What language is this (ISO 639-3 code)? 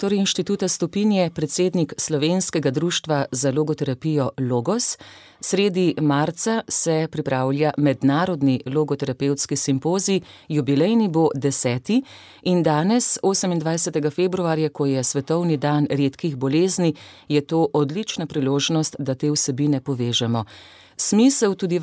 slv